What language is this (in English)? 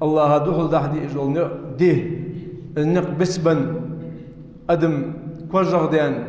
Ingush